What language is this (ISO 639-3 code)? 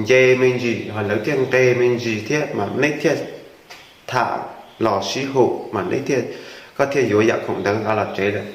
hmn